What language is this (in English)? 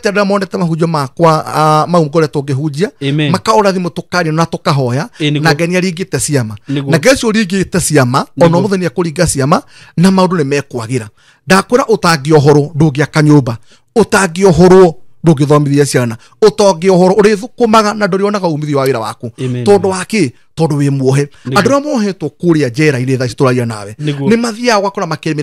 Kikuyu